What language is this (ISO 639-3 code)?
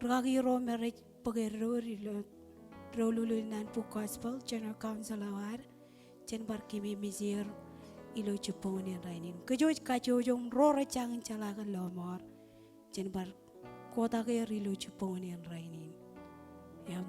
mah